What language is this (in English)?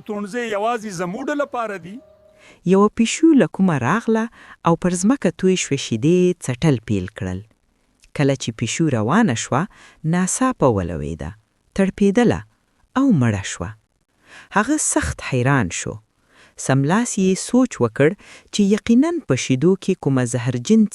Pashto